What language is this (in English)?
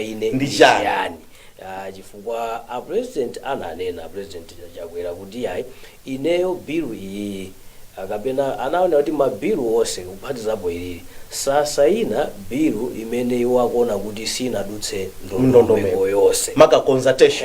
Nyanja